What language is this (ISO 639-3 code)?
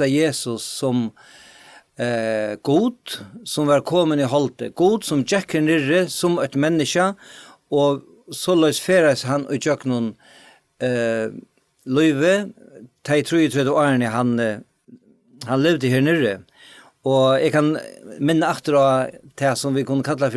fao